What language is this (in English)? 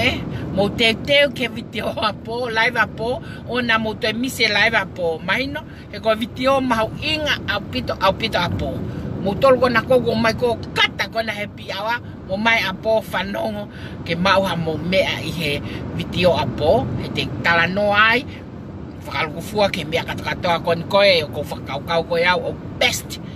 Tongan